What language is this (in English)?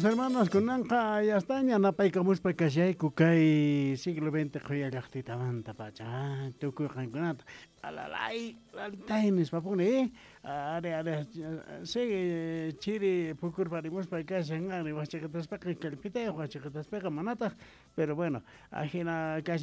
Quechua